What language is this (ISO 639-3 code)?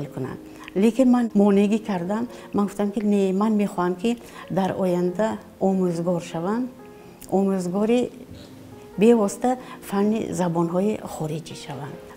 tgk